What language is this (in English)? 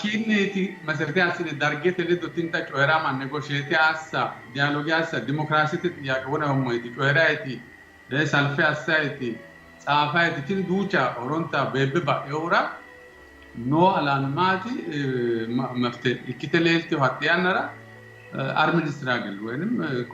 Sidamo